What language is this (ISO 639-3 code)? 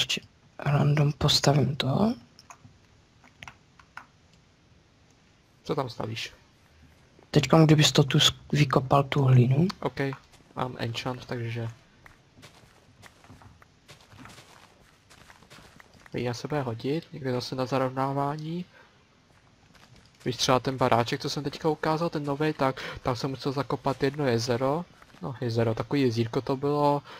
ces